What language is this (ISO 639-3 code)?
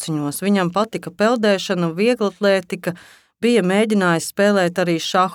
lav